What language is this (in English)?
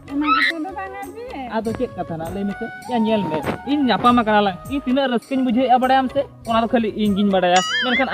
Santali